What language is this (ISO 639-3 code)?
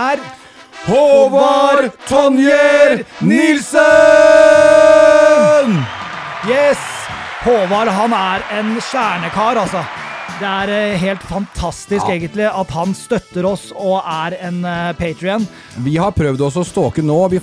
nor